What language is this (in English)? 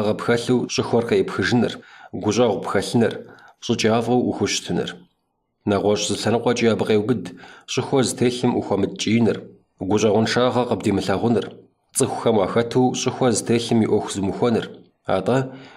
Kabardian